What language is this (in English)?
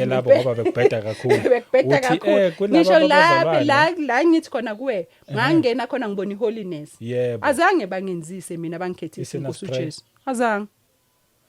Zulu